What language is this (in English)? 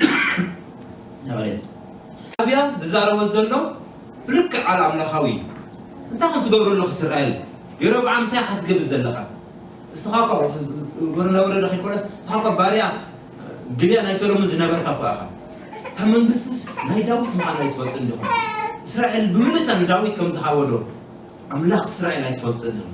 Tigrinya